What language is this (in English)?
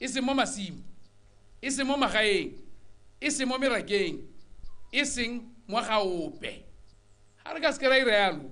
Tswana